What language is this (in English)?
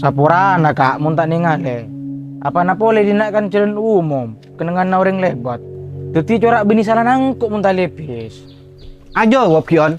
Madurese